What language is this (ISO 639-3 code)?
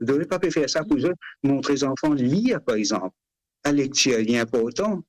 mfe